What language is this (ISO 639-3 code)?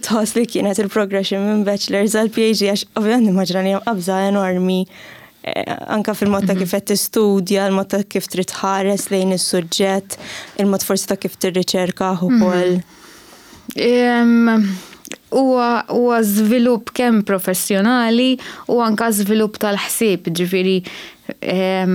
mlt